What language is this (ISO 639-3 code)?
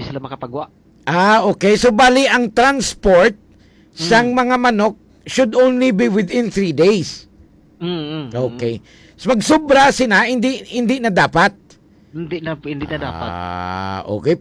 hil